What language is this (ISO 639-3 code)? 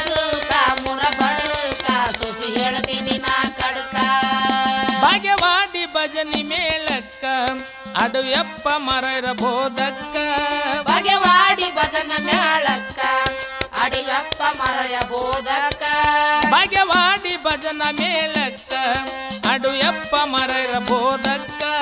kan